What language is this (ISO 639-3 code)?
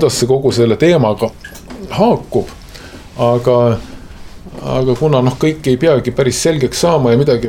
est